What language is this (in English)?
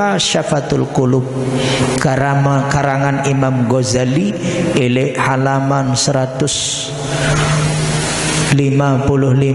Sasak